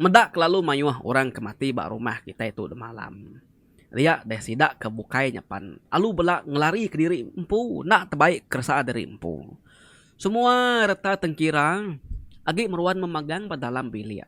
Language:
Iban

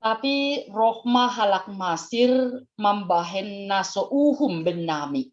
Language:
Batak Simalungun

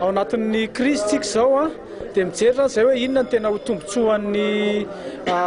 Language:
Malagasy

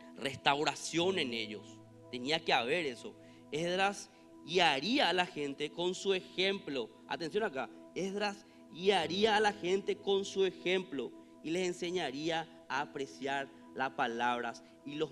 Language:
Spanish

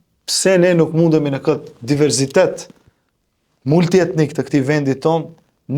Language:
Albanian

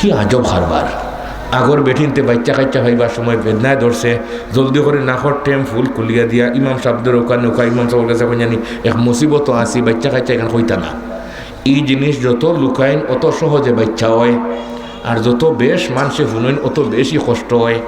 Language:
Sylheti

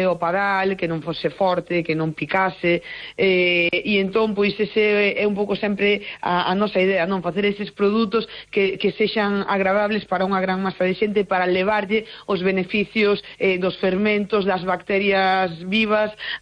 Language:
Galician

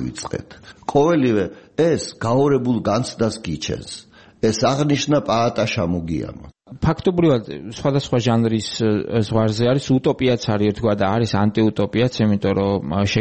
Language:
Georgian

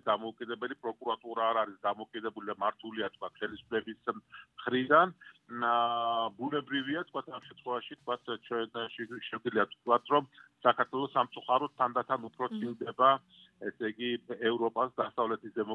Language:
Georgian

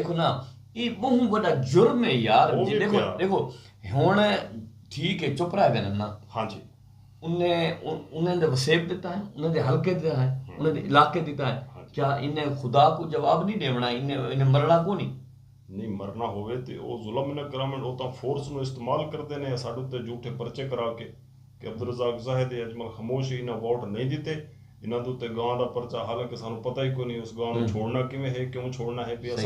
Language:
Saraiki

